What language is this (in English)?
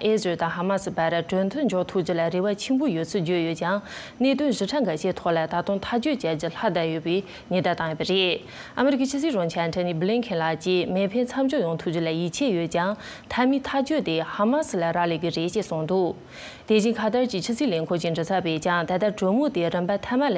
Tibetan